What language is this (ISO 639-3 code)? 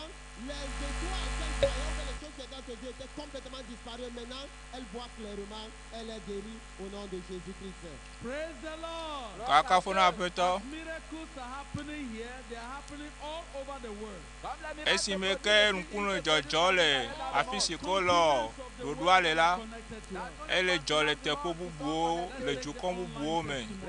ewe